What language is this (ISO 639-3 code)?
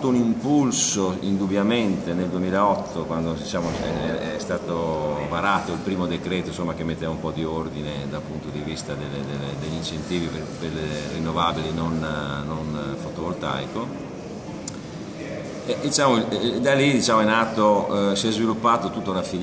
ita